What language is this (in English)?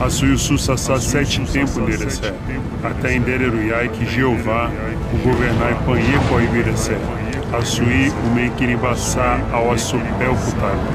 Nheengatu